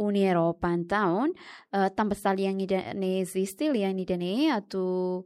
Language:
Tetum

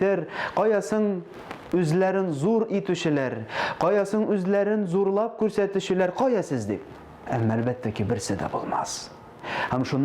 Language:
Tatar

